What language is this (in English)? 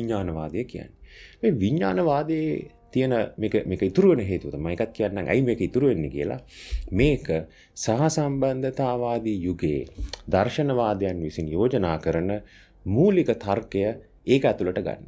Sinhala